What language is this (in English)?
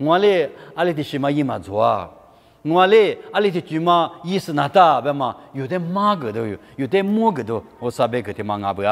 Lisu